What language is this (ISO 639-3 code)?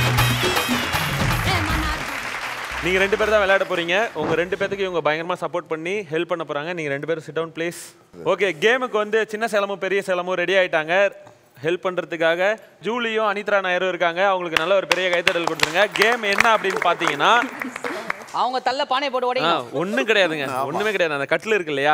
tam